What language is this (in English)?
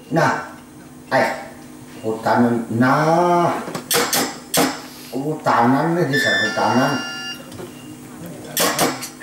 Banjar